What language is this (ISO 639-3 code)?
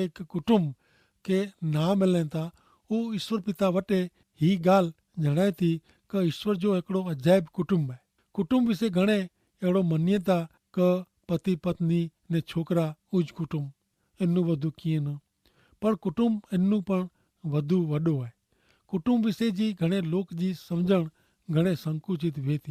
kfr